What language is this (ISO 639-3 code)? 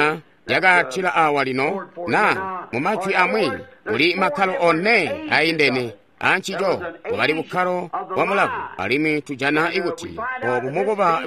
toi